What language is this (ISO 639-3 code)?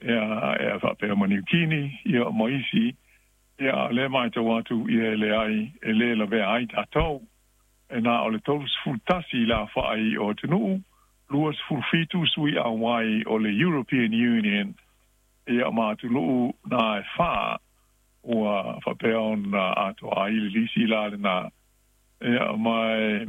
smo